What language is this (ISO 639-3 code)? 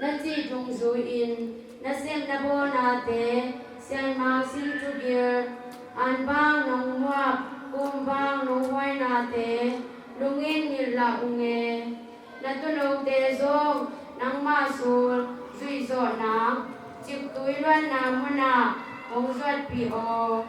ctd